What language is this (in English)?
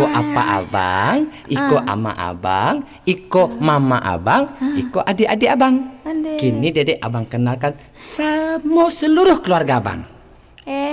Minangkabau